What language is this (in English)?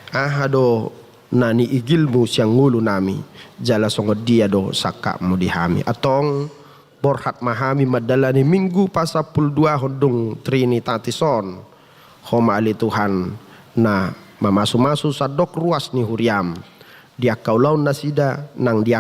Batak Toba